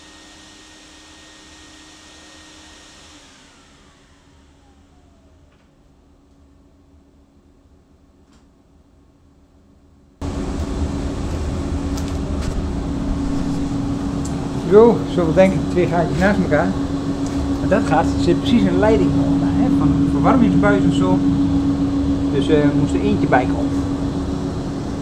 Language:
Dutch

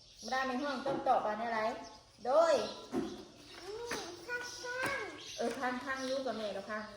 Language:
Northeastern Thai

